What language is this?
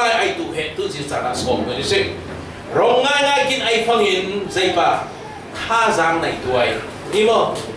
Falam Chin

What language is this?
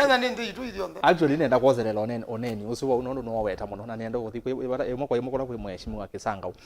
Kamba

